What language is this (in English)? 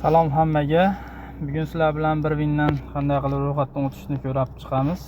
Uzbek